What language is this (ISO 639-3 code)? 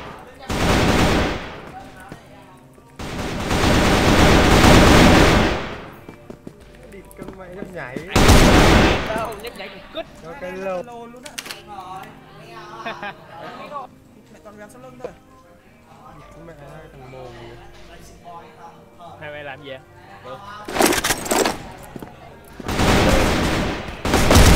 vie